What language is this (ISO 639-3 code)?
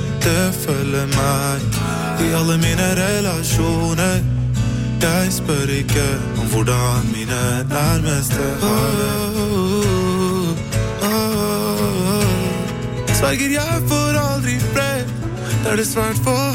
nor